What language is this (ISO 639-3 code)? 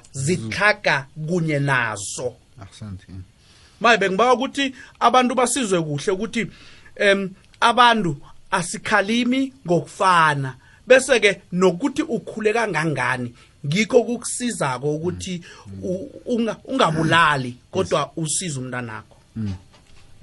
nbl